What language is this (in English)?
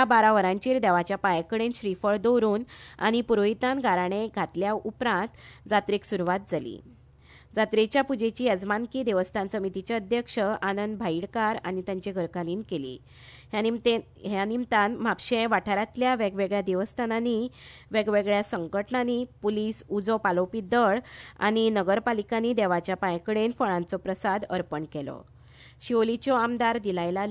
Konkani